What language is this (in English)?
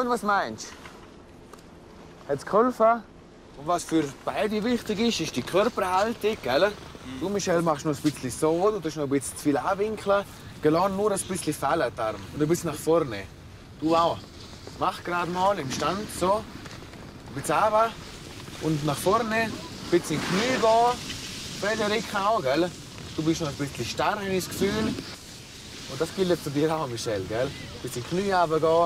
Swiss German